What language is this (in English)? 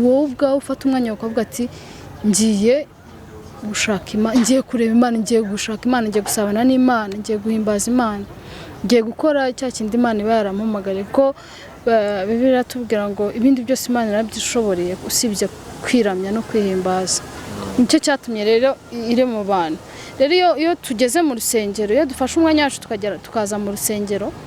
Kinyarwanda